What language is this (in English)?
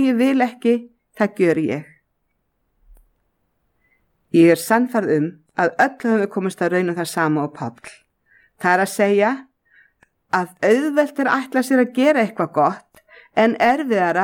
Icelandic